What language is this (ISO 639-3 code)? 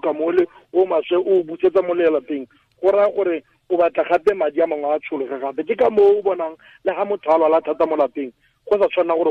tsn